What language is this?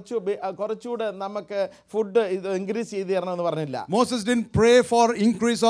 Malayalam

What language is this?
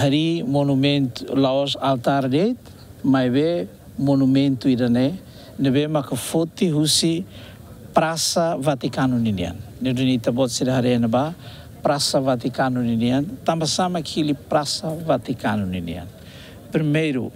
Tetum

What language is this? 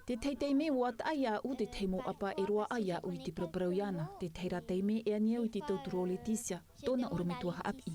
Tahitian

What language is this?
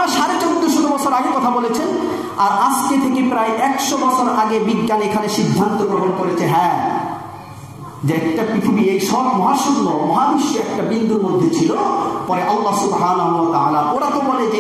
Bangla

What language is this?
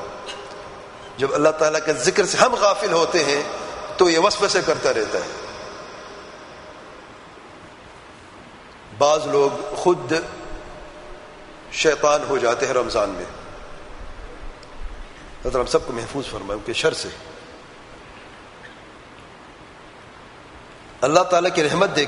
Urdu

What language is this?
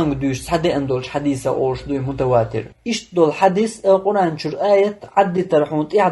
Chechen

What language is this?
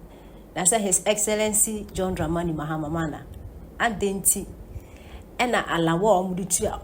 Akan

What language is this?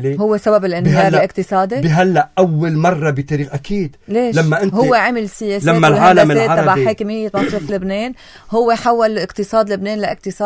North Levantine Arabic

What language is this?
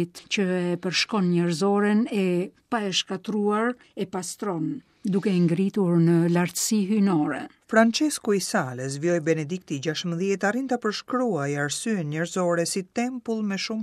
Albanian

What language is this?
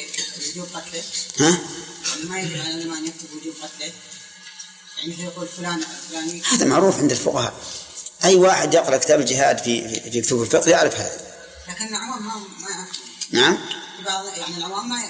Arabic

